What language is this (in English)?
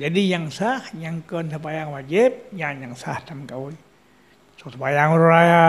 Achinese